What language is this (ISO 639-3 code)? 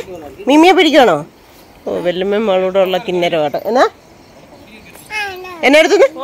mal